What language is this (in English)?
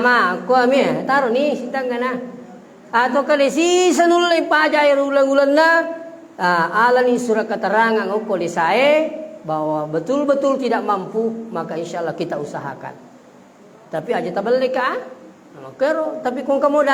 Buginese